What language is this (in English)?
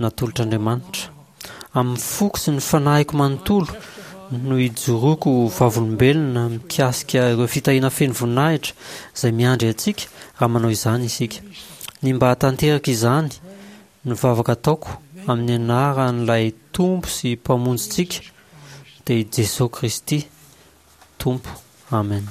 Malagasy